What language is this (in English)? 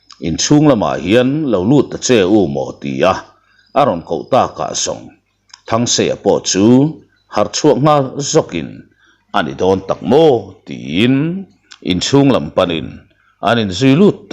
Mizo